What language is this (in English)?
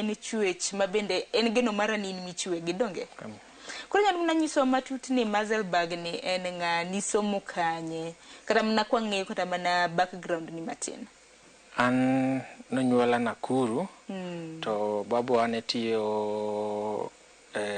Luo (Kenya and Tanzania)